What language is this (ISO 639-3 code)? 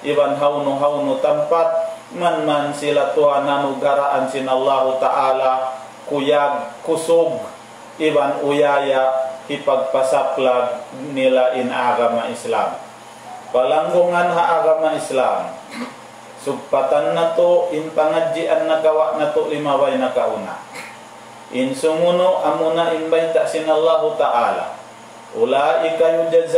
tsg